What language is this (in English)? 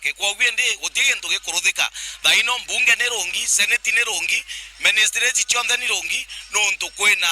Meru